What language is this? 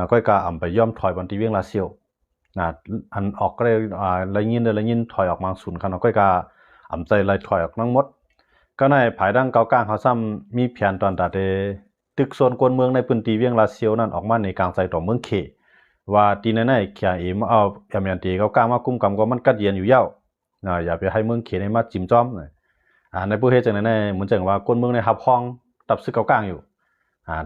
Shan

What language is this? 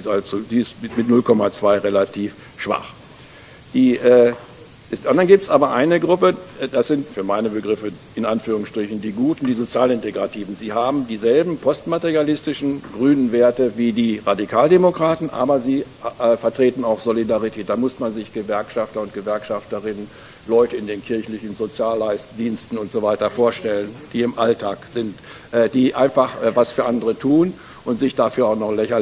German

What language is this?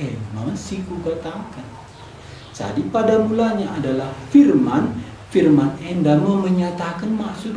Batak Karo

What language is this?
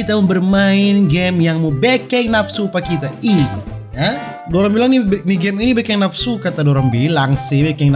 Manado Malay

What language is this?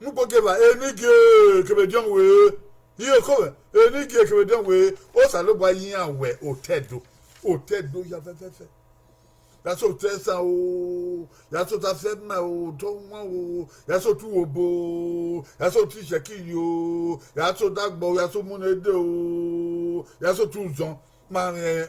Bini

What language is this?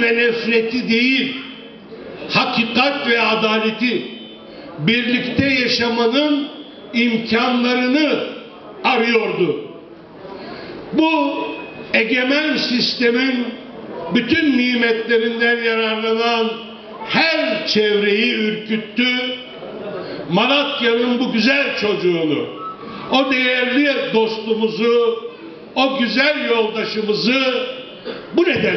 Turkish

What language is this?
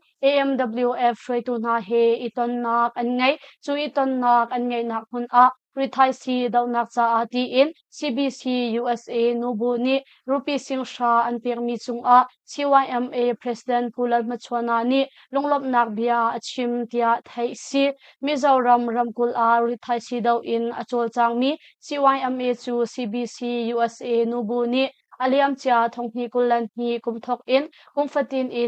Hakha Chin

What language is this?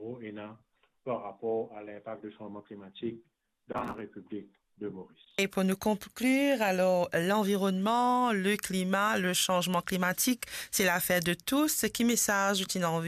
Morisyen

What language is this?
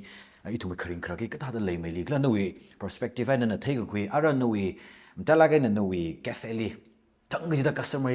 Tangkhul Naga (India)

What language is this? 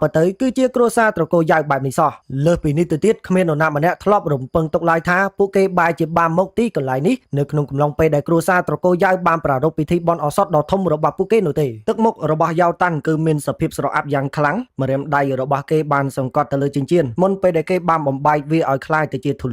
Khmer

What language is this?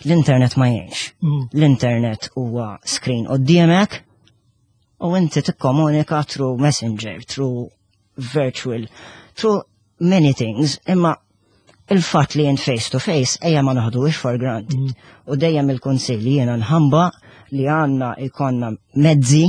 Maltese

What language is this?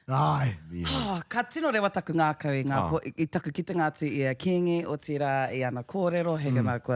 Māori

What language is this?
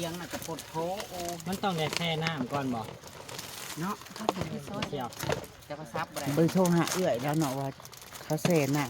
Northeastern Thai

